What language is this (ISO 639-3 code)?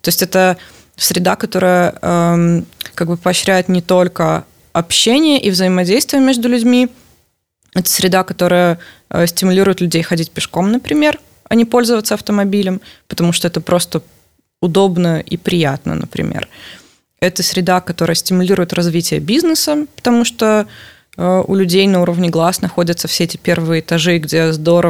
rus